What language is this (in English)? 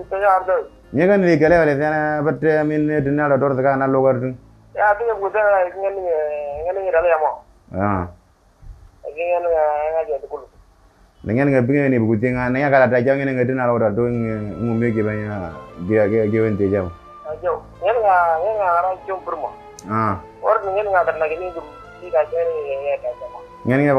Moro